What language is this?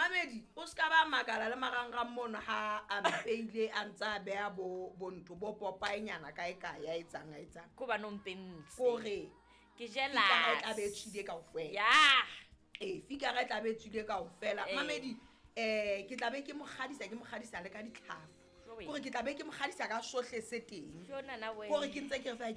Southern Sotho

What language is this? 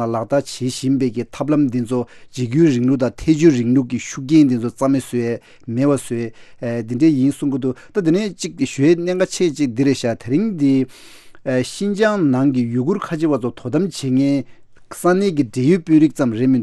Tibetan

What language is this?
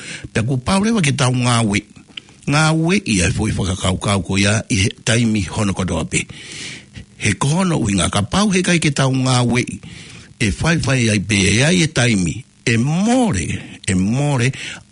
Tongan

